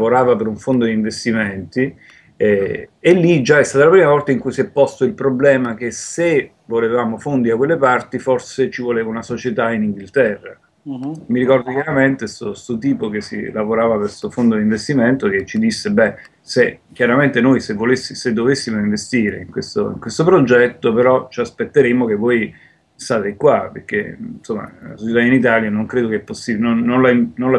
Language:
Italian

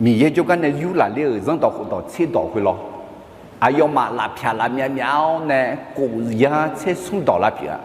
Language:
Akha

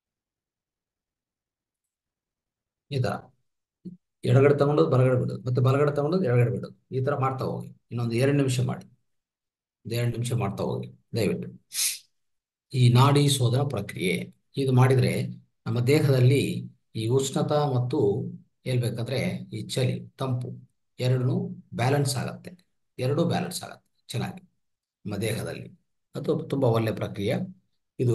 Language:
Kannada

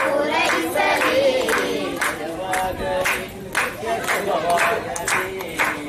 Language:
Kannada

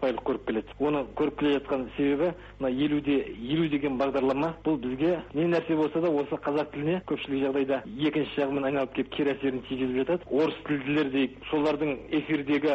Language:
Kazakh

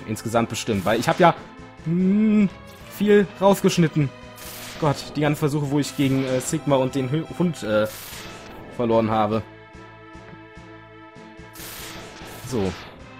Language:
German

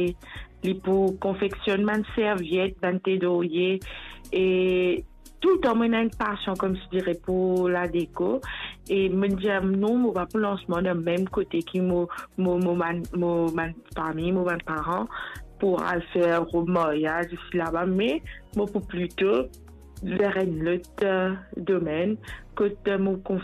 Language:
Morisyen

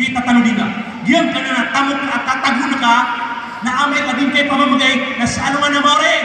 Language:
Maranao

